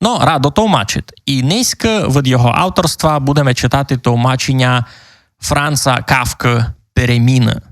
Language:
Rusyn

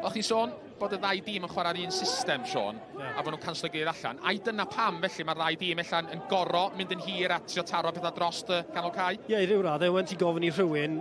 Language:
Welsh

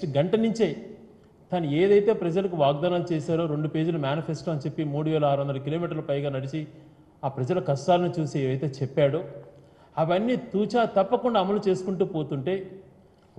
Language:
Telugu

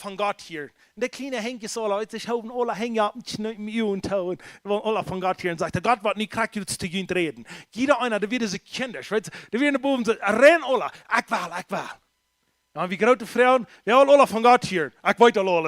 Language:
Plautdietsch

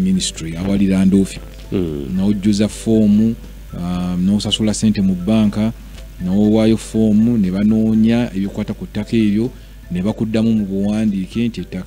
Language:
Ganda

